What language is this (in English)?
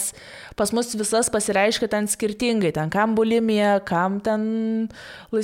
Lithuanian